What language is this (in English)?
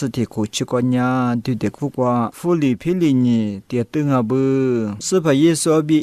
Lisu